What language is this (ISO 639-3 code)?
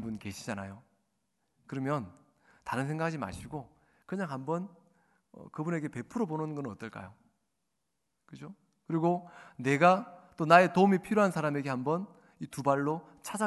kor